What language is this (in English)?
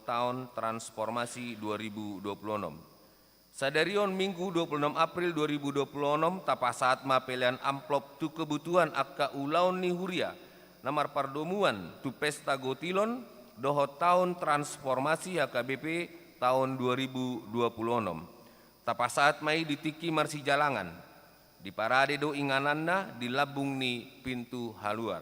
Batak Toba